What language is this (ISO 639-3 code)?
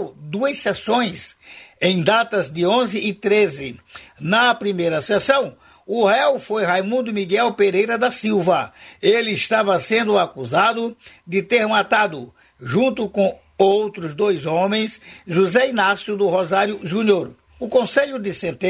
por